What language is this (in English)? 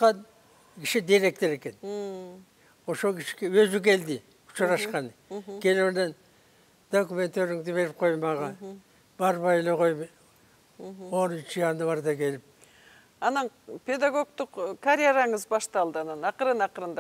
Kyrgyz